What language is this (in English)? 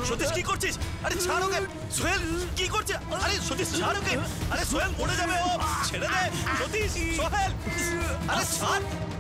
Bangla